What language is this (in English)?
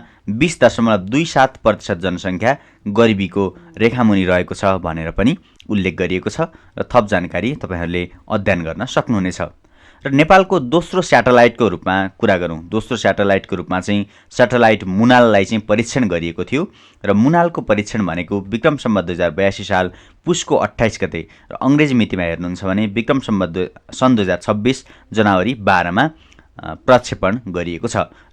Nepali